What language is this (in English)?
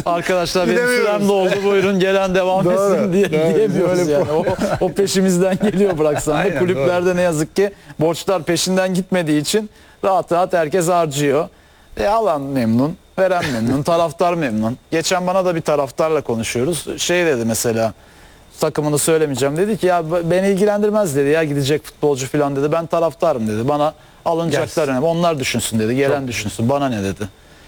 Turkish